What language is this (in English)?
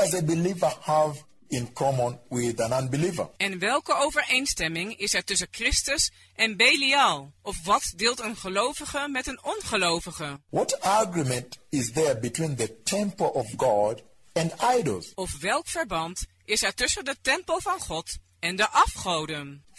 Dutch